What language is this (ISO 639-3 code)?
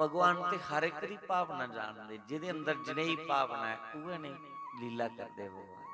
doi